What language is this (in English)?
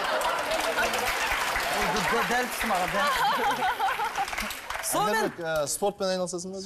Kazakh